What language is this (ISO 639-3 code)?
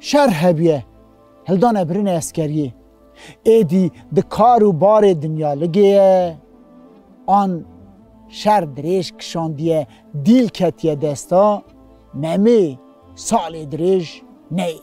kur